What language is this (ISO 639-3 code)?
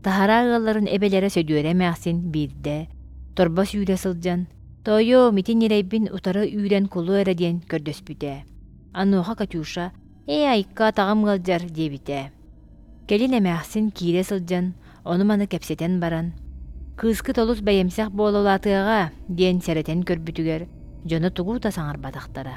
sah